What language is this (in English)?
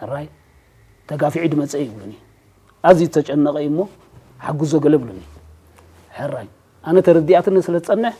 Tigrinya